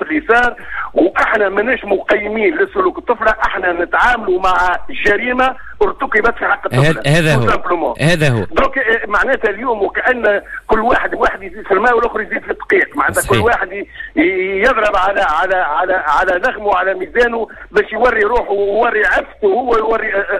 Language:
Tunisian Arabic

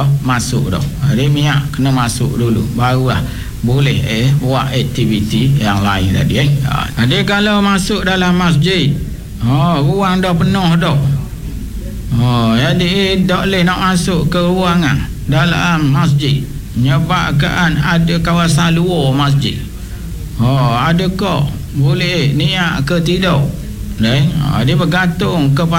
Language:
Malay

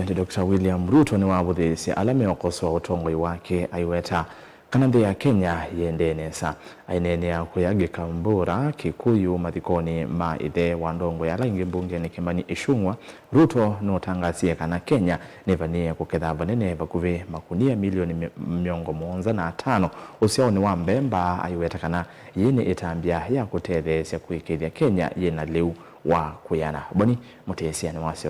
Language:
Kamba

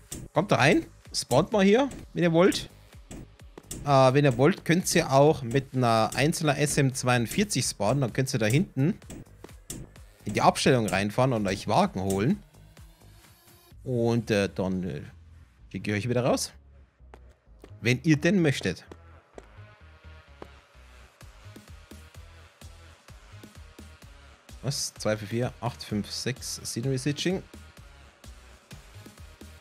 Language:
German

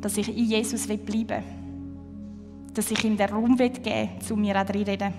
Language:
Swiss German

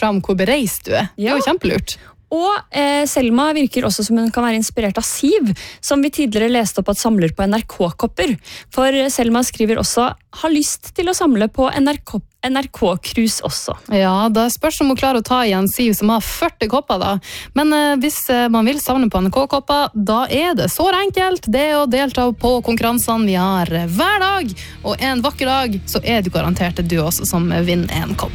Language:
Norwegian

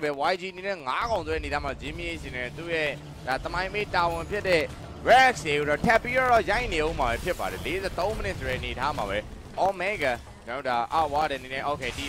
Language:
Burmese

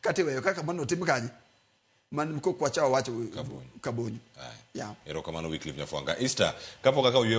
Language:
Luo (Kenya and Tanzania)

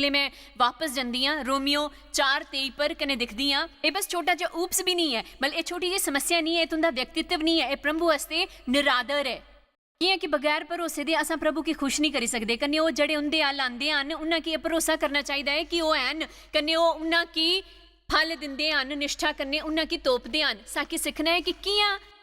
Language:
Dogri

